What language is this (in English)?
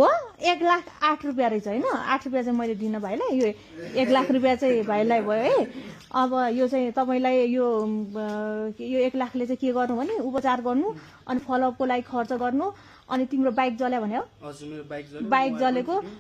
Nepali